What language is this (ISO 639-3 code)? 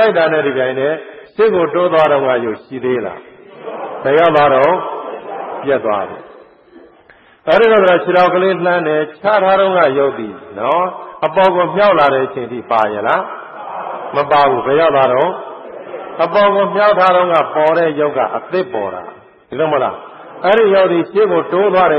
mya